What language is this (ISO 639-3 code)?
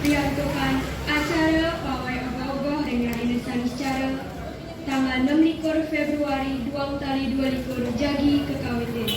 ban